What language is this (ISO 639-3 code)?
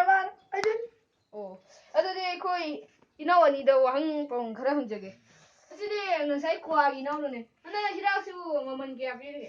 mni